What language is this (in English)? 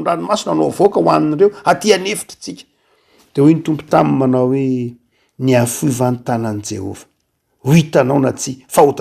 Malagasy